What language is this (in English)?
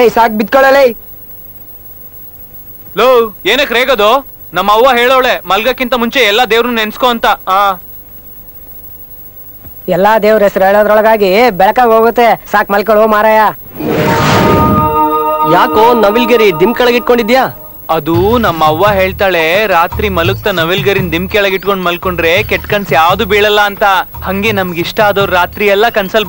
Kannada